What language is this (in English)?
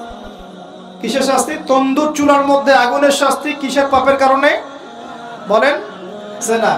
Bangla